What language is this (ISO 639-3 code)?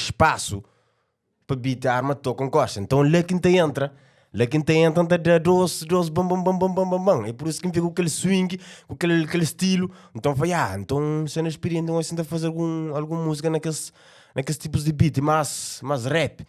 kea